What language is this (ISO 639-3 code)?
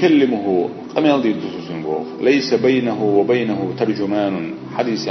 che